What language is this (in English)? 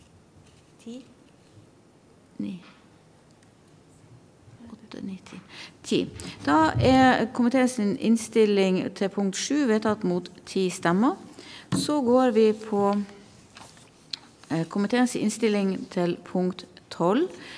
Norwegian